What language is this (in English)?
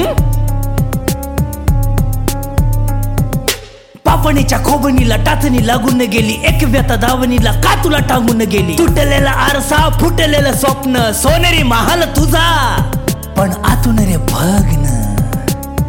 Marathi